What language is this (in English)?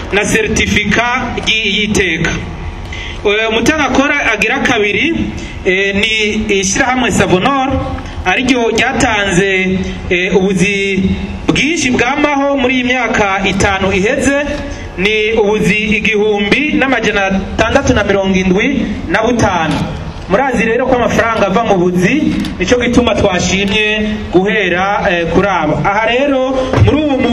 Rundi